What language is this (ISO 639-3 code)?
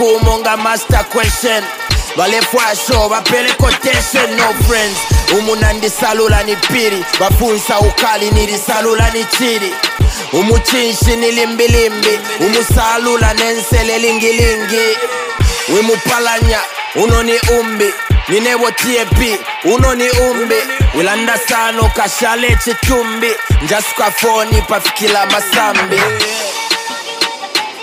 bem